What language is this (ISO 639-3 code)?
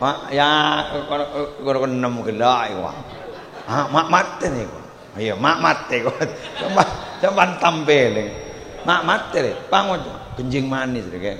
mad